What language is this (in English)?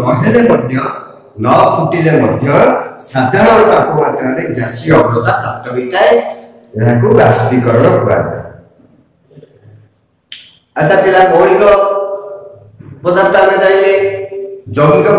Odia